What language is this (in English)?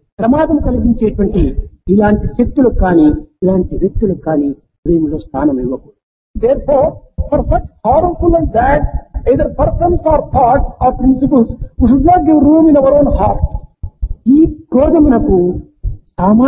Telugu